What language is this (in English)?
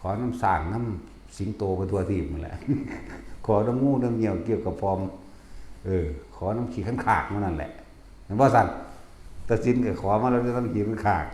Northeastern Thai